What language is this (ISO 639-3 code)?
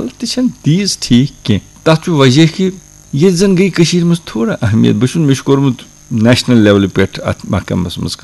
kas